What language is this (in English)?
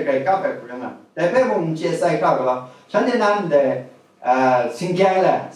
Kachin